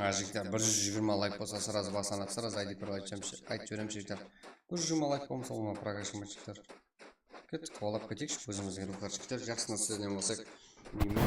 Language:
Kara-Kalpak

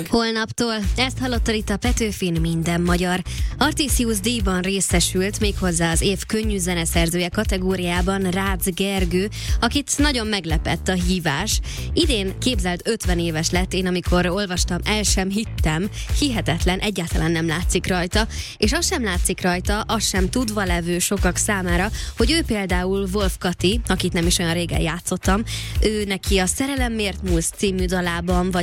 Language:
Hungarian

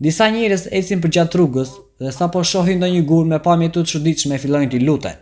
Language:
Albanian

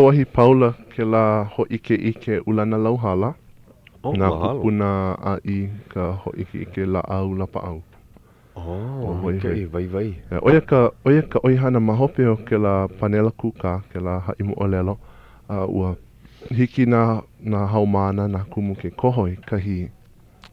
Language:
Hawaiian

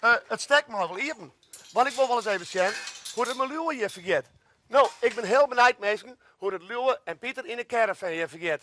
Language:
Western Frisian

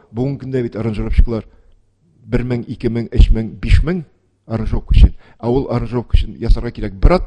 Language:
Tatar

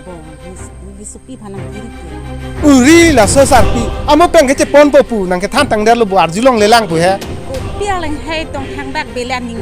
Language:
Karbi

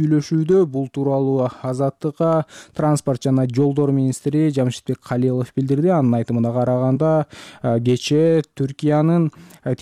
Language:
Kyrgyz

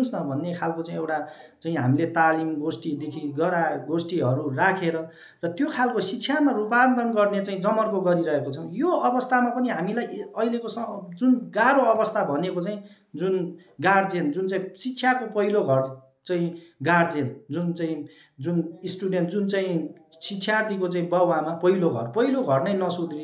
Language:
Nepali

